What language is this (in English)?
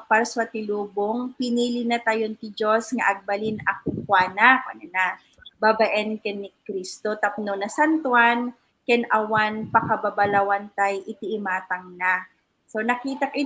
Iloko